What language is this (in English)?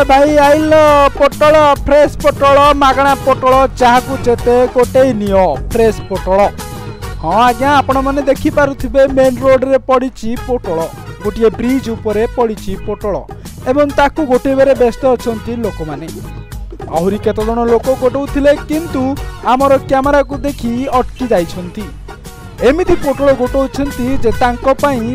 Odia